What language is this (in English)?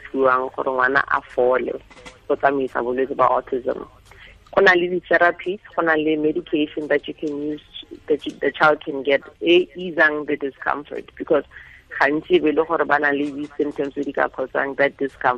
Tswana